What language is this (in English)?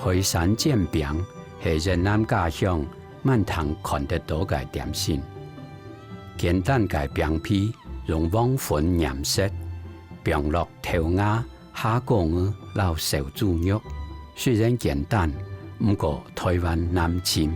Hakka Chinese